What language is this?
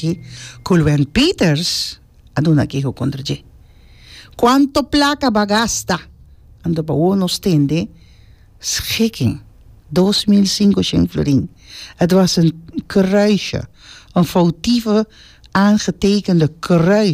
Papiamento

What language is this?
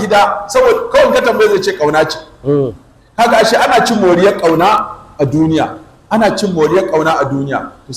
Hausa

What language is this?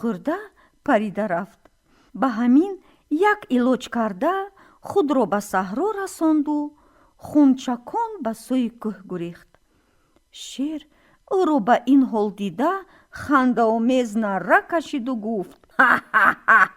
Tajik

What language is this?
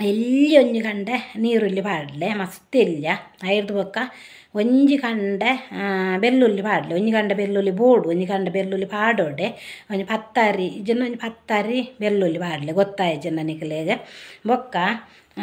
Tulu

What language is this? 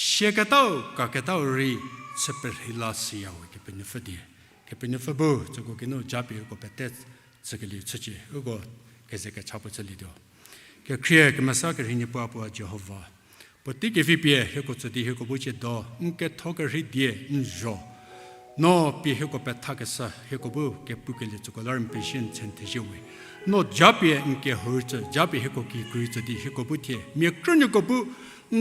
Angami Naga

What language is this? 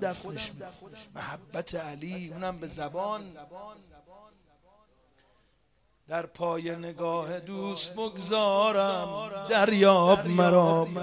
Persian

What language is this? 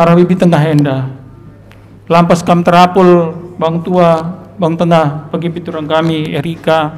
Batak Karo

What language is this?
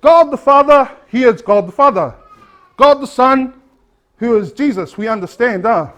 Samoan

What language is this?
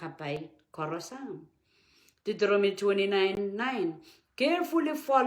Pohnpeian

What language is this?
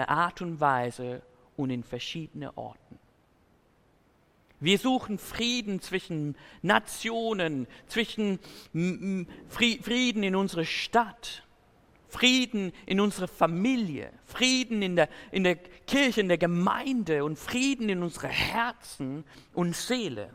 German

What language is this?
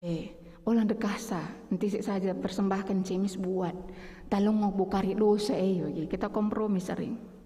Batak Karo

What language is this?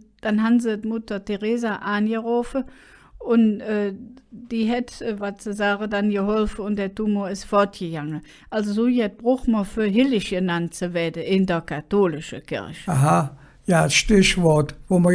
Colognian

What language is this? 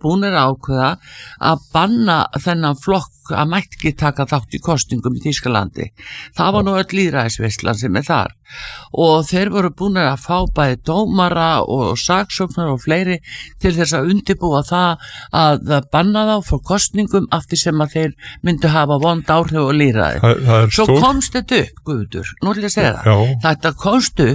Icelandic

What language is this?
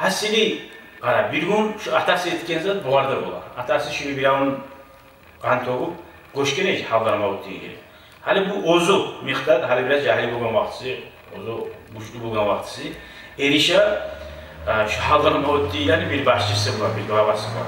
Kumyk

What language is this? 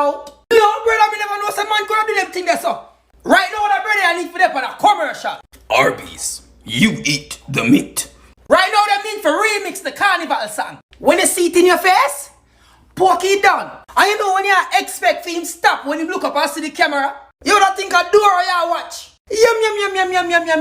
Jamaican Creole English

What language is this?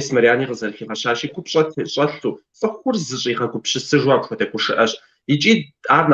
Kabardian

